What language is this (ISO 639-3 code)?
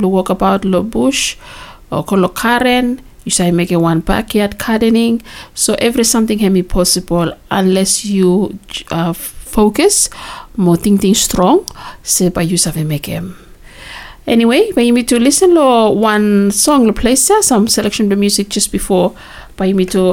bis